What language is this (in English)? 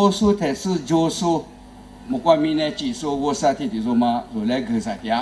Lisu